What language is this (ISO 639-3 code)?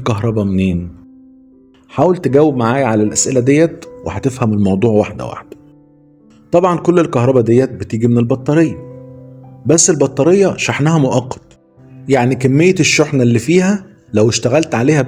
arz